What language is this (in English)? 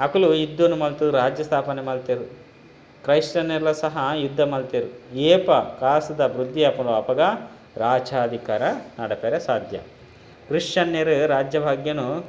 Tulu